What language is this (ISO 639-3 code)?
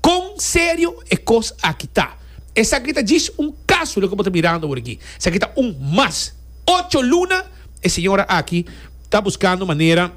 pap